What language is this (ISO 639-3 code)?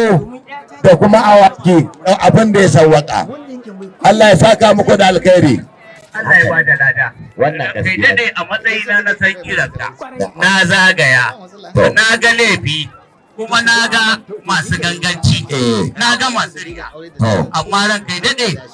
hau